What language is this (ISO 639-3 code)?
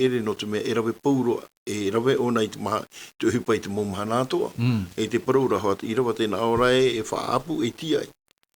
tah